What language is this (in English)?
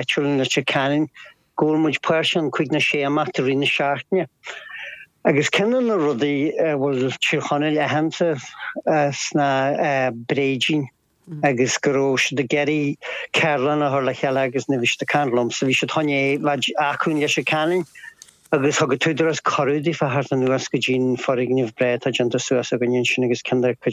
Irish